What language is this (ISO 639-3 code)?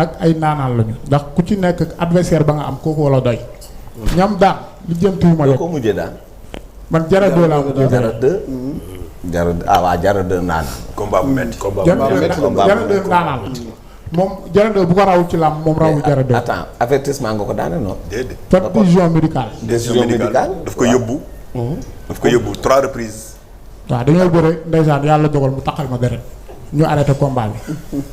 wol